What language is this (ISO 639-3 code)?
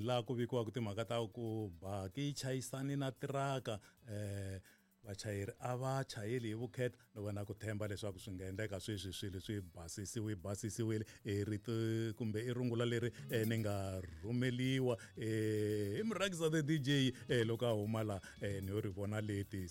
tso